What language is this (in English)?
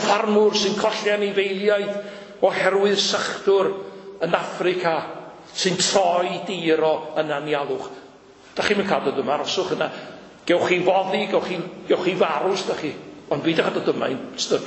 Welsh